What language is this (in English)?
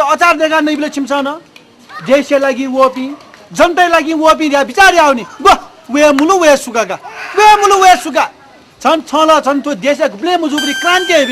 Newari